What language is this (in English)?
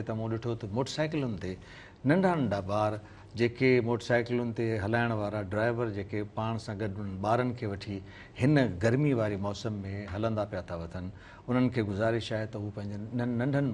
Sindhi